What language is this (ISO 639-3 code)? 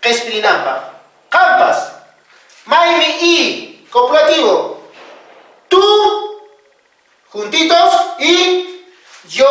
que